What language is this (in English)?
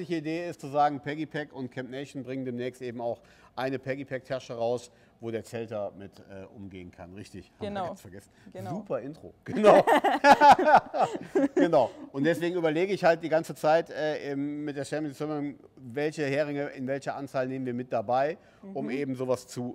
German